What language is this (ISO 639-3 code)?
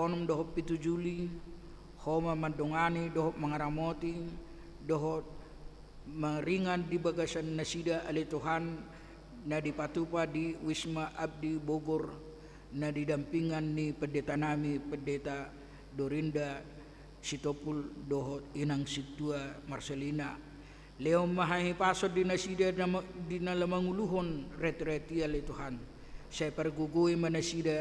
bbc